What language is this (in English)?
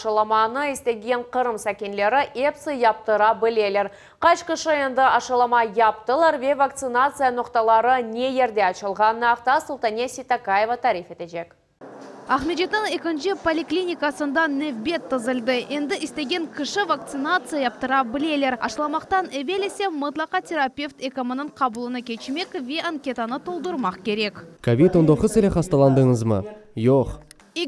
Crimean Tatar